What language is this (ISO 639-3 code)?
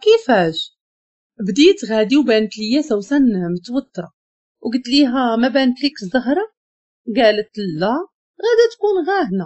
ary